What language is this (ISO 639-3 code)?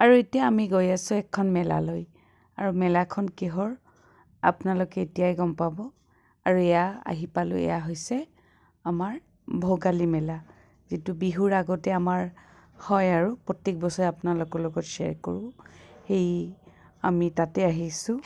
asm